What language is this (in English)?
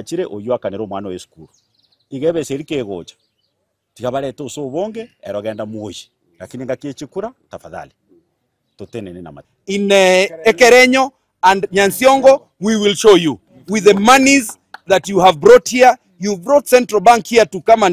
Gusii